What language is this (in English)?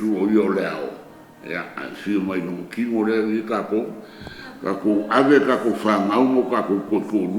Samoan